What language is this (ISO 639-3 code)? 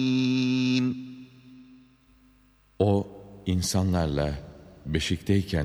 tur